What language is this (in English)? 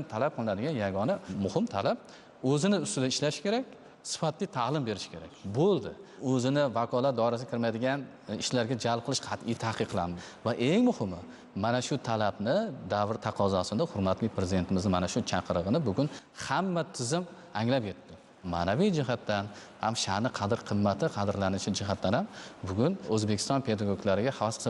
Uzbek